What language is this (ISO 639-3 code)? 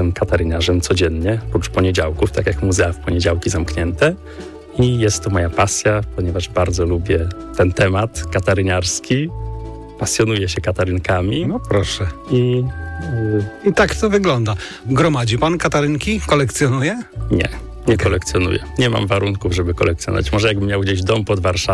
pol